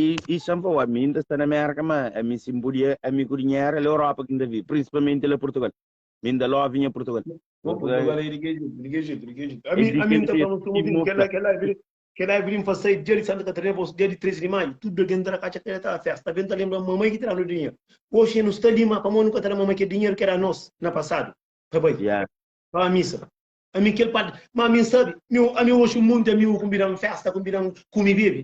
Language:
Kabuverdianu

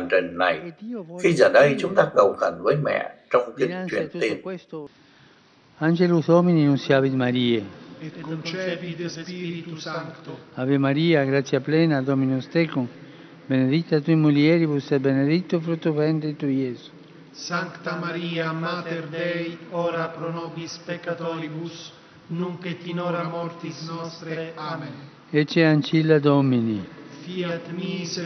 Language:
Vietnamese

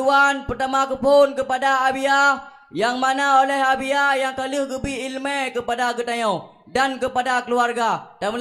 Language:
Achinese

